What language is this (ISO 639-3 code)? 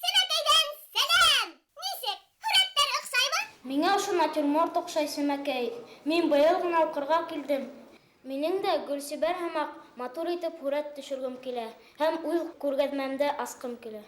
bak